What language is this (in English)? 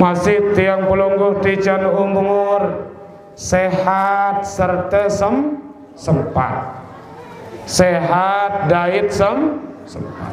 Sasak